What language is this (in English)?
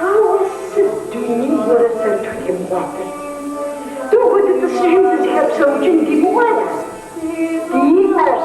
Kabardian